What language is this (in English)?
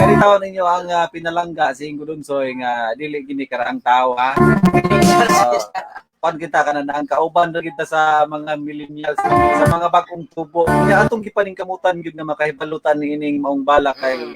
Cebuano